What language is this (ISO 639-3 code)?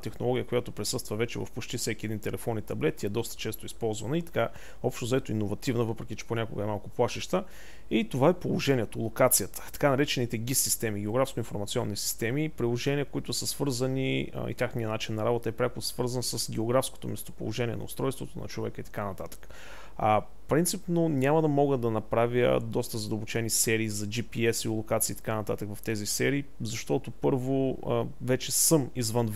bul